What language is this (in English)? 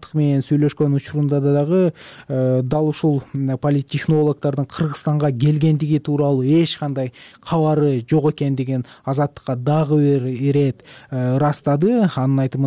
Kyrgyz